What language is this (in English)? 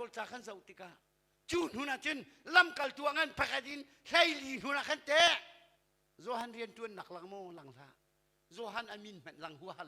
Hakha Chin